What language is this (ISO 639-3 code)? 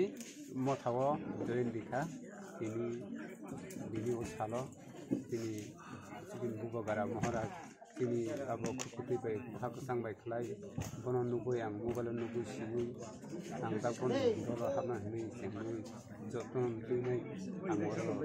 trp